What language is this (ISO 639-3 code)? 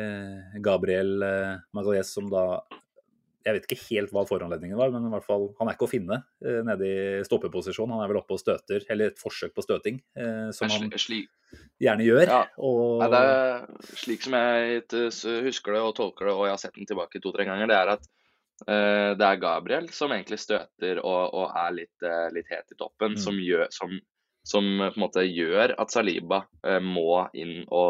nor